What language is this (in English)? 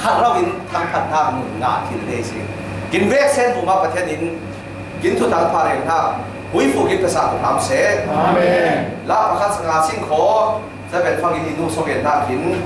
Falam Chin